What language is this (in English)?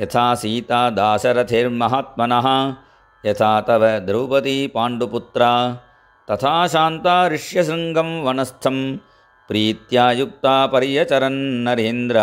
Sanskrit